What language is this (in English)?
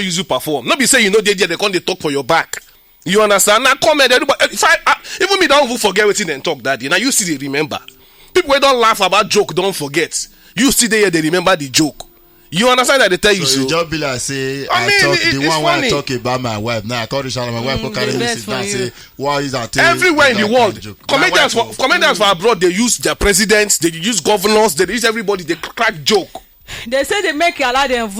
Nigerian Pidgin